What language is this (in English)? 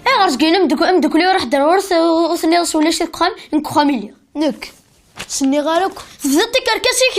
Kabyle